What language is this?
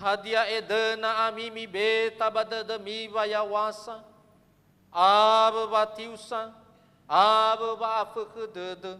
Nias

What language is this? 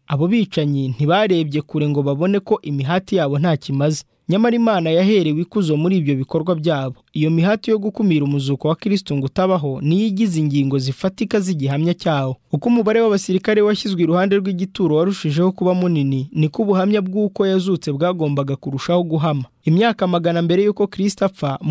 Kinyarwanda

